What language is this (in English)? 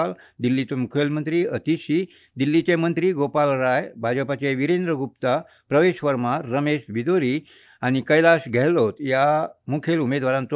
Konkani